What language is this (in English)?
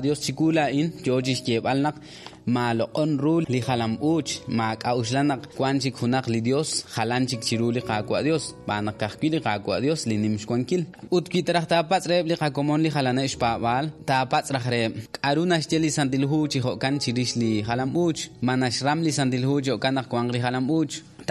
Kekchí